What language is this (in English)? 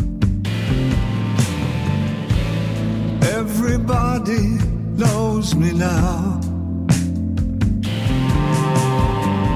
French